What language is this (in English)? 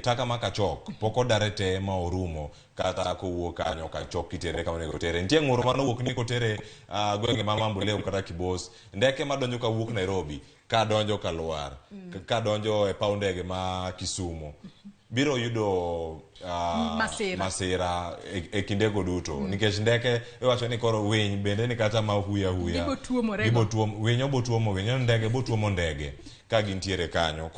Luo (Kenya and Tanzania)